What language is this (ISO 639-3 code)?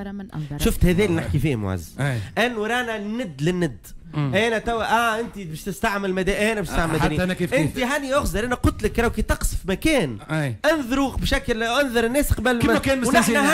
aeb